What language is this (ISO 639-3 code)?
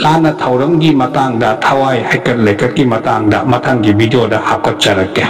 mni